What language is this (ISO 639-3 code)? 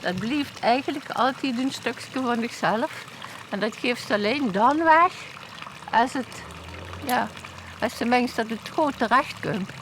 lim